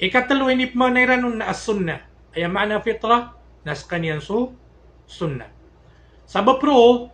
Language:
Maranao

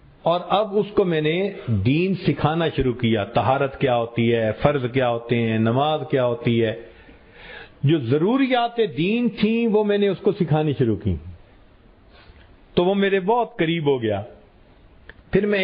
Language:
Urdu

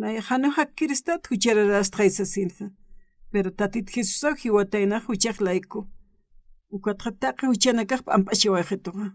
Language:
Aymara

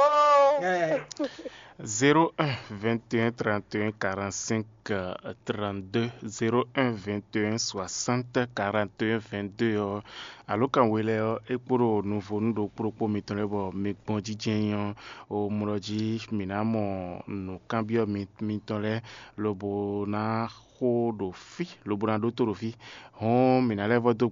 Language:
Fon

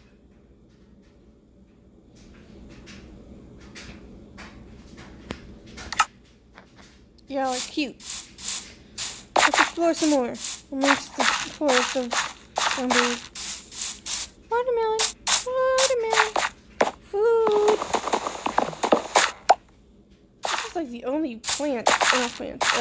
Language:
English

